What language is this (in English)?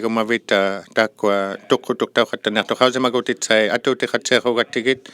Inuktitut